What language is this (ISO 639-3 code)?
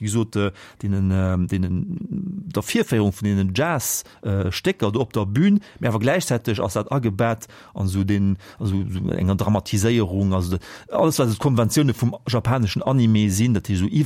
ltz